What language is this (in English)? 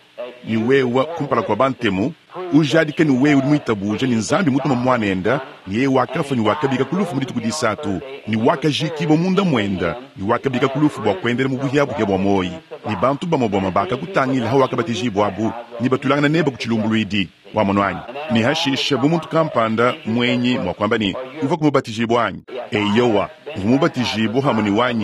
Luba-Lulua